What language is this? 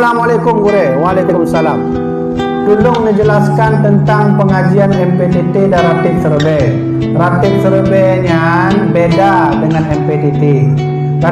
Achinese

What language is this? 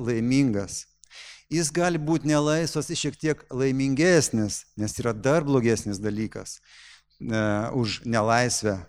Lithuanian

